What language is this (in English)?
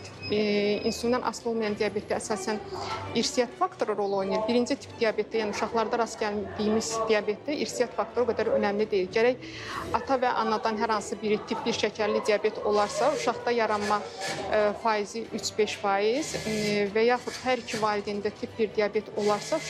Azerbaijani